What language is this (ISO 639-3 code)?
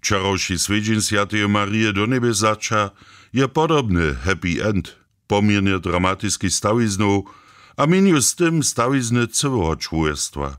hsb